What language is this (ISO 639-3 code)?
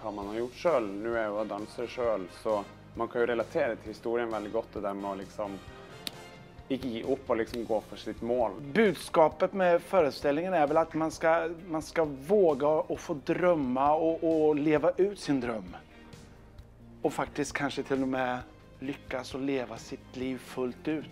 nor